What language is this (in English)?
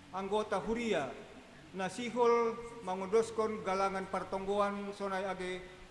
Batak Simalungun